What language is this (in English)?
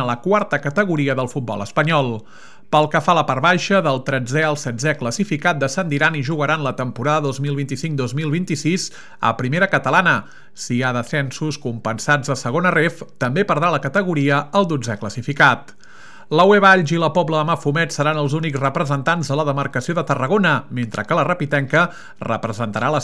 Catalan